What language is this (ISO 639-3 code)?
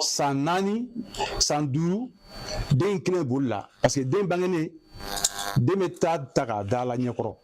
bam